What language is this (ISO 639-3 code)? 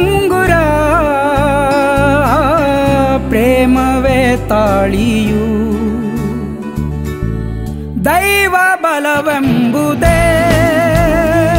kan